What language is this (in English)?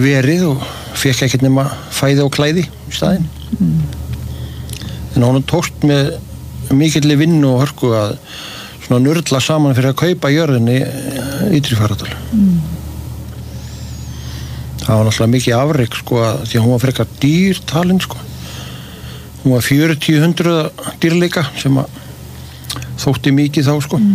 Icelandic